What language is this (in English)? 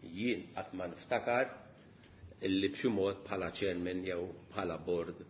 Maltese